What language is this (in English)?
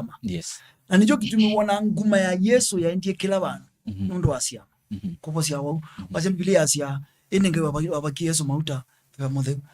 Kamba